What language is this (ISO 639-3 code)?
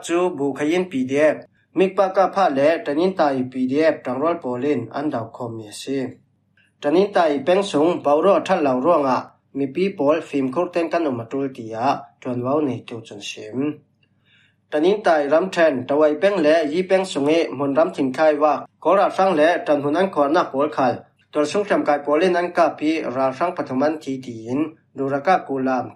cfm